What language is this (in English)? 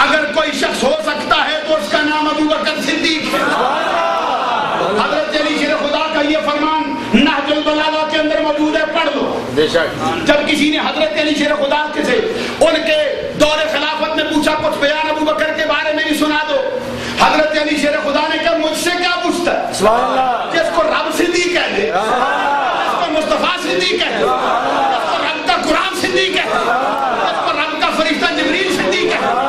Urdu